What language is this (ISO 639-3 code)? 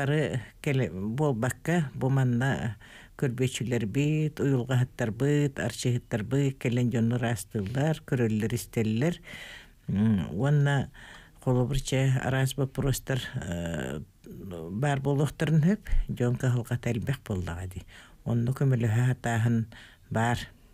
sah